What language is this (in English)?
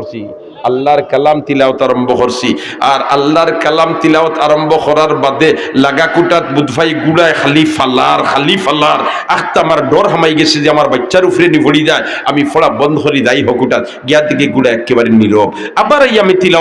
Sylheti